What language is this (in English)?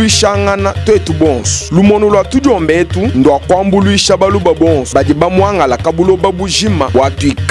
Luba-Lulua